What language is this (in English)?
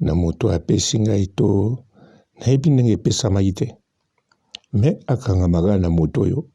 Lingala